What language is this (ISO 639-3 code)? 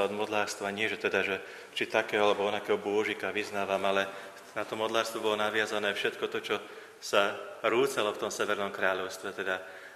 slk